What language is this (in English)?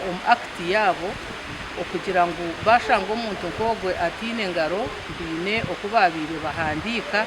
Nyankole